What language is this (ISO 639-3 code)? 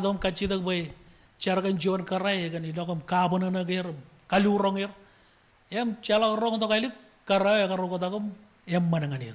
mah